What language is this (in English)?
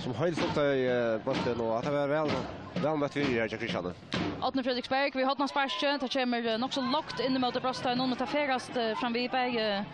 Faroese